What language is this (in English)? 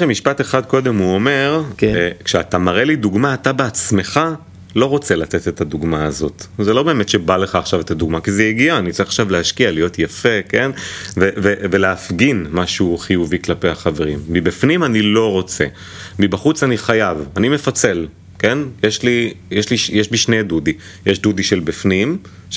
Hebrew